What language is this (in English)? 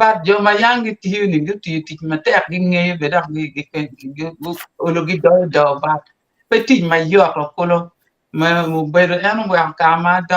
Acoli